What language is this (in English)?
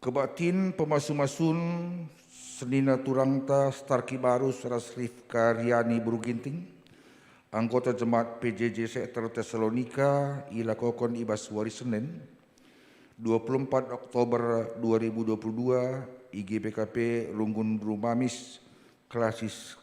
Batak Karo